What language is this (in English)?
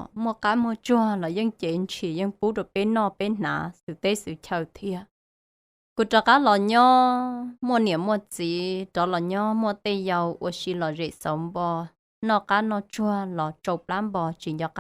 Hmong